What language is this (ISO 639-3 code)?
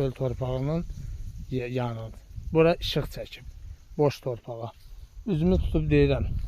aze